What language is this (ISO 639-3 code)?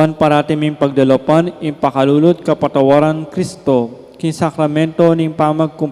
pam